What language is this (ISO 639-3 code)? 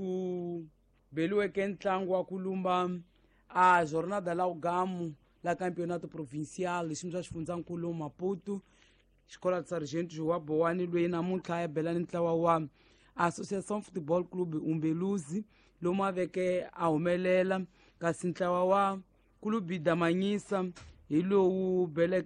tso